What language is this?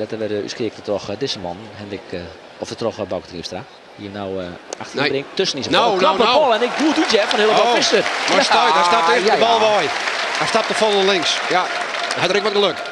Western Frisian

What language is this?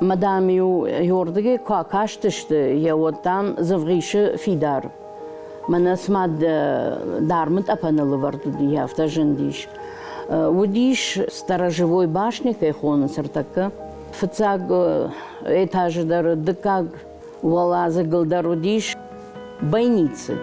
Ossetic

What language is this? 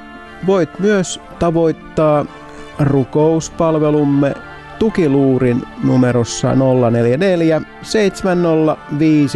Finnish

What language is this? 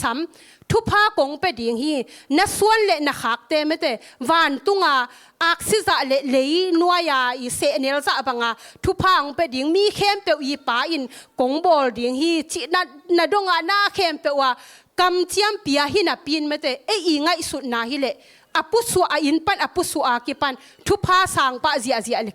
Tedim Chin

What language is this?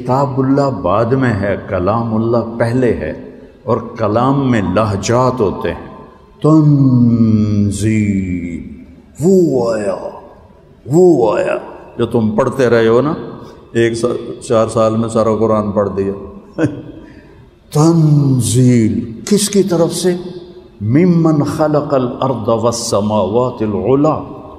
Urdu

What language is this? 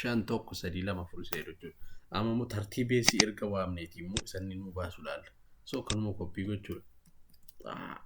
Oromo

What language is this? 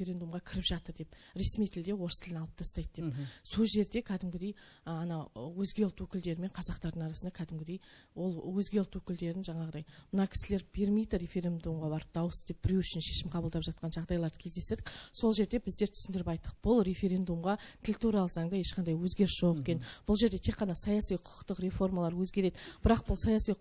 Kazakh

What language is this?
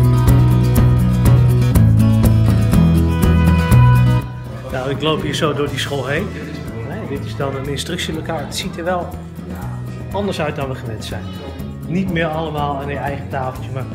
Dutch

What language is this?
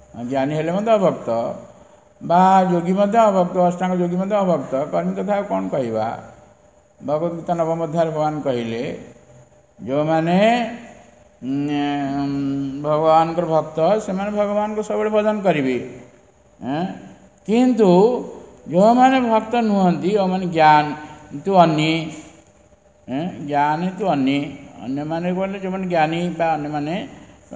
Odia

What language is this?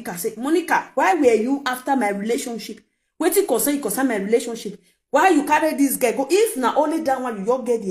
Nigerian Pidgin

